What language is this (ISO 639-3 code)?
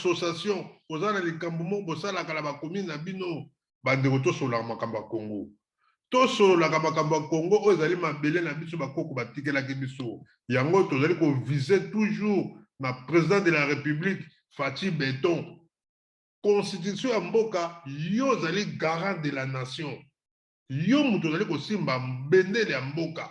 lin